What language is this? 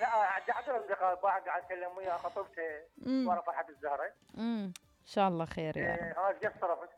Mesopotamian Arabic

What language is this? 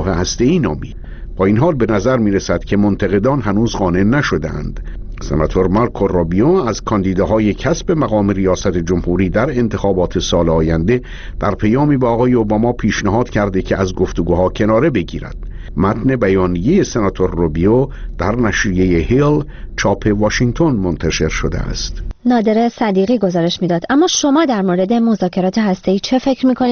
Persian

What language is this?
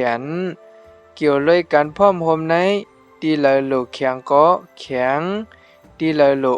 Shan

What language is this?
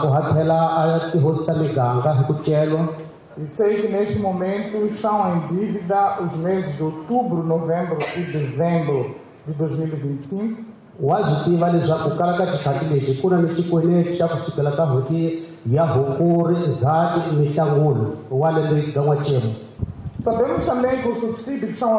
Tsonga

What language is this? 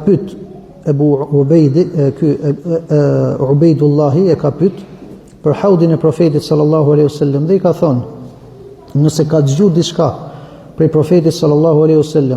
Albanian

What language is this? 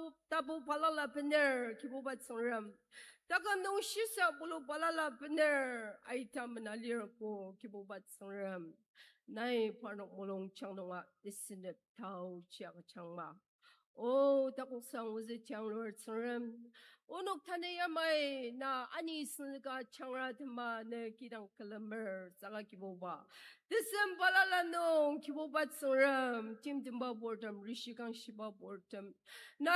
Ao Naga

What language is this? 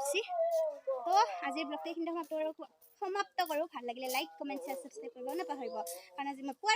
Assamese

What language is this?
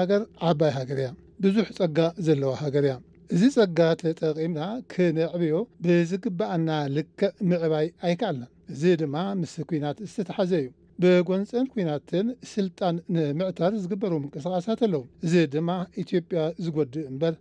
Tigrinya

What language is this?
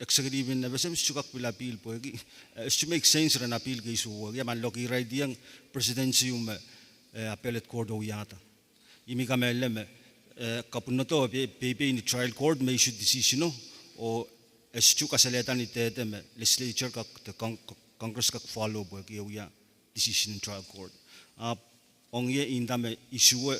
Pohnpeian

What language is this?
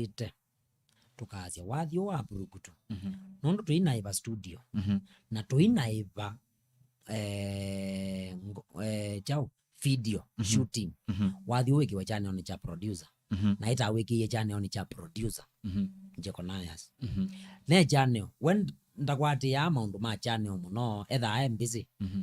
Kamba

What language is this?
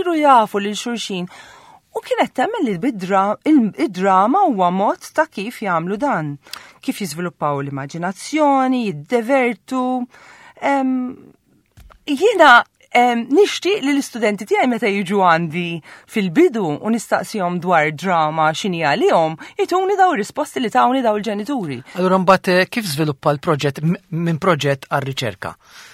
Maltese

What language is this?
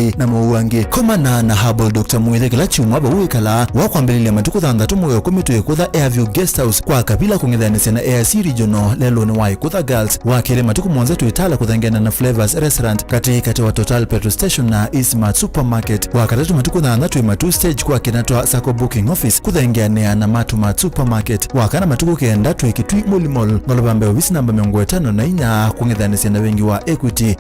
Kamba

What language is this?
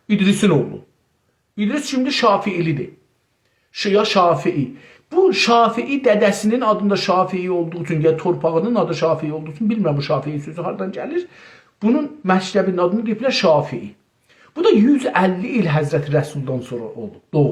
South Azerbaijani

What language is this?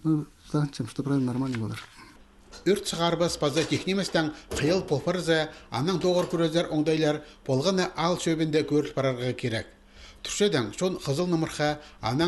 Khakas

